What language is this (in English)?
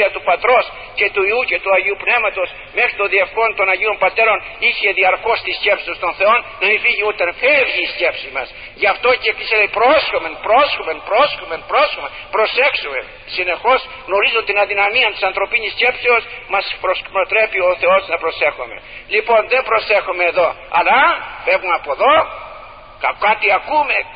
Greek